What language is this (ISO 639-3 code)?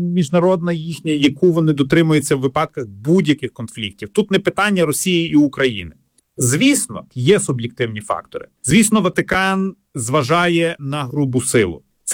ukr